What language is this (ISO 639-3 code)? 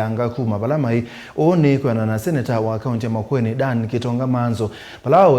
kam